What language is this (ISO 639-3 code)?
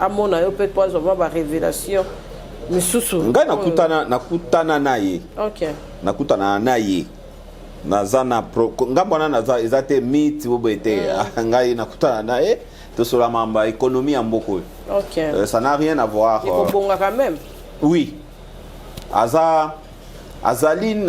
lin